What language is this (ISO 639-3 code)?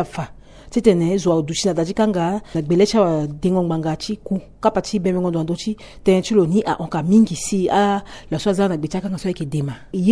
sag